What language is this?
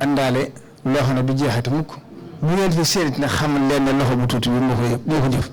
Wolof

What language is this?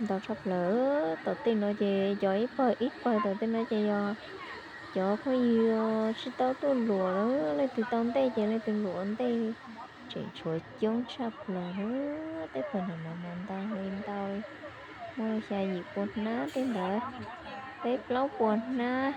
Hmong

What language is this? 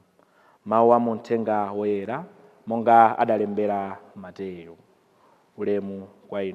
Nyanja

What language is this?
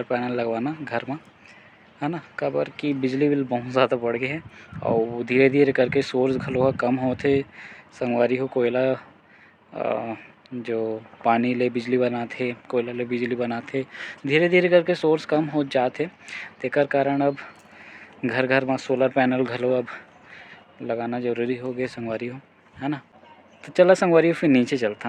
Chhattisgarhi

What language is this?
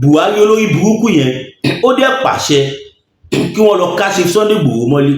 Yoruba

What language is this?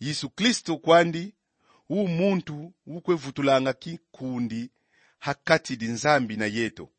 Kongo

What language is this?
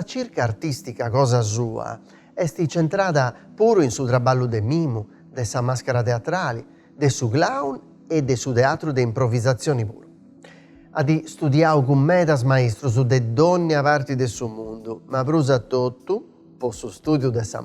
Sardinian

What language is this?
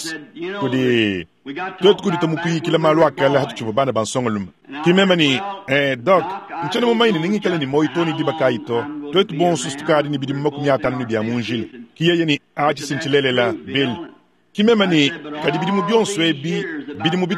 Luba-Lulua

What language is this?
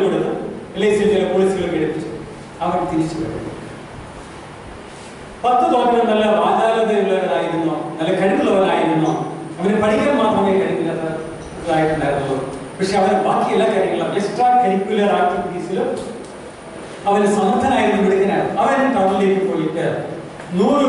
Malayalam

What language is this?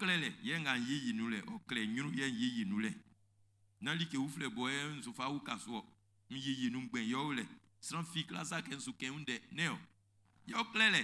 Baoulé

